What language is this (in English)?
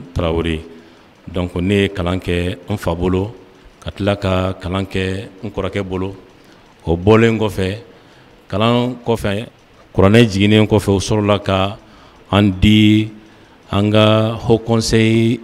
Bambara